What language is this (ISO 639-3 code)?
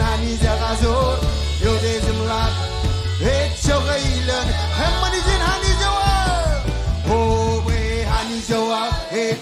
mah